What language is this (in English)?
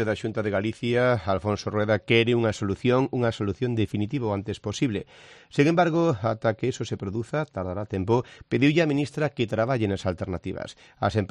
Galician